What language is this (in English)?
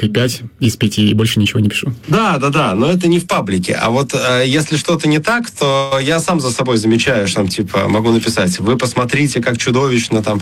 Russian